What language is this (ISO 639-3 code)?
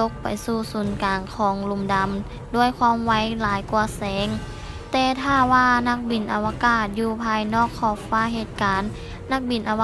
lao